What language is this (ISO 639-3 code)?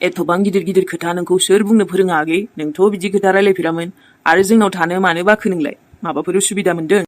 brx